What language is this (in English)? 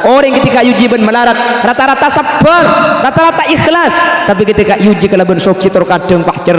Madurese